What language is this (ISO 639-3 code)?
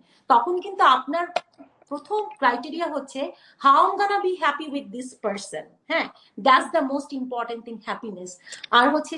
ben